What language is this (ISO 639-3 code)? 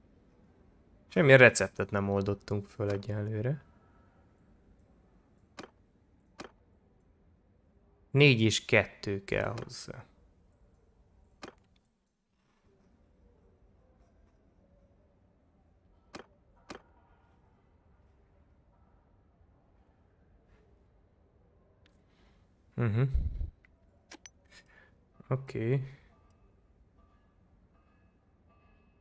hun